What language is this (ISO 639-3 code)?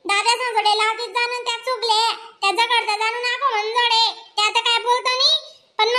khn